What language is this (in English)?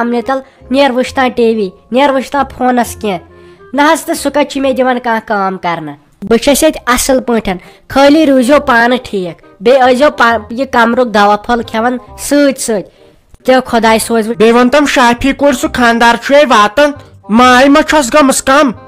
Kashmiri